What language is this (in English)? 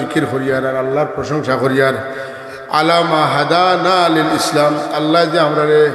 Sylheti